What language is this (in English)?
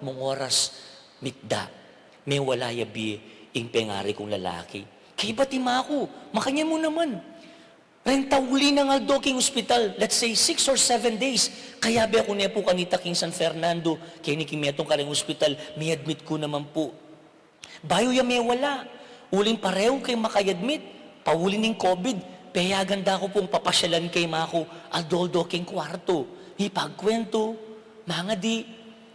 Pampanga